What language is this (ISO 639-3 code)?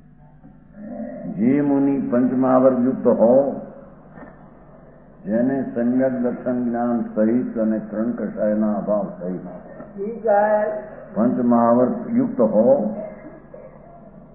guj